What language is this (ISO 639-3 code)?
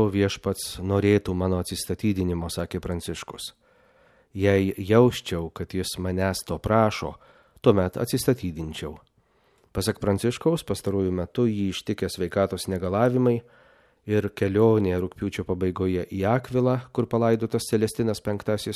lit